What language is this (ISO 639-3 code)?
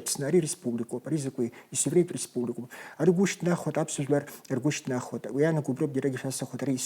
abk